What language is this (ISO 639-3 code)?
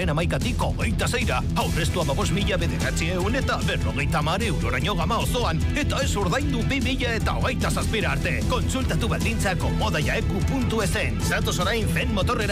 eus